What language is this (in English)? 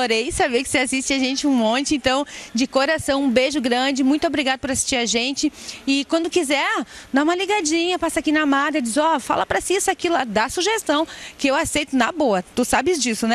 Portuguese